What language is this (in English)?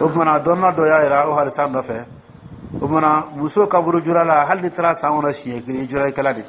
Dyula